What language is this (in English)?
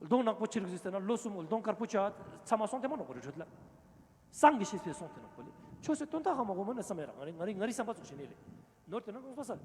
Ladakhi